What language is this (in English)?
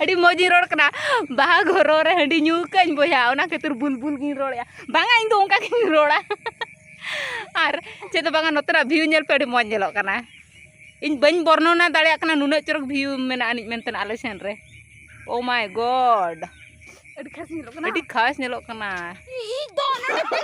Santali